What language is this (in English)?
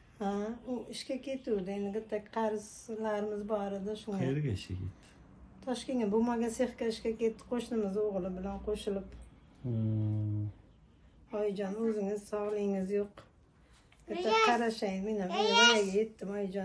Uzbek